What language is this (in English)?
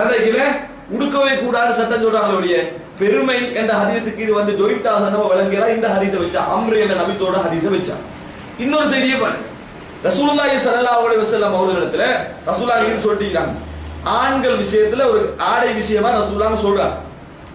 Tamil